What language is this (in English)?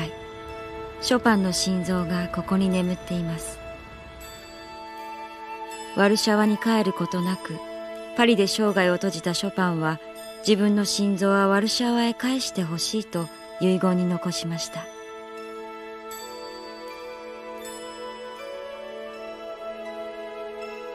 Japanese